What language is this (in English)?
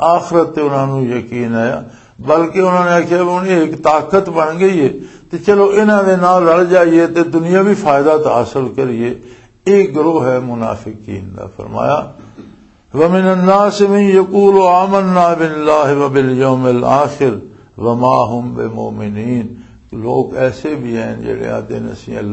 Western Panjabi